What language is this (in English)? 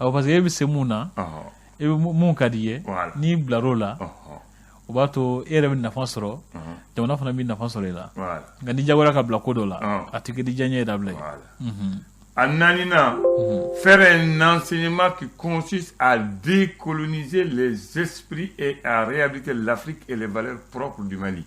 Bambara